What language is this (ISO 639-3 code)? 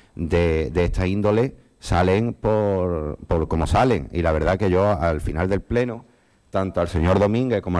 spa